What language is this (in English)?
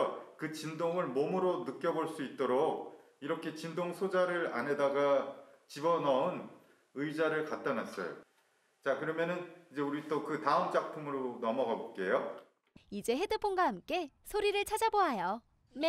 Korean